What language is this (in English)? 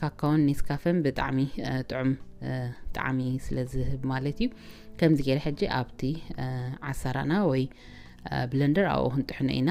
Tigrinya